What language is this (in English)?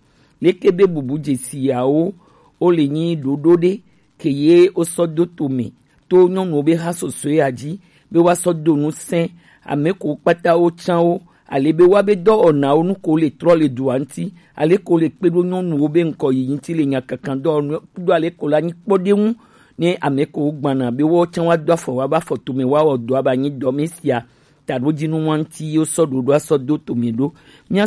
Gen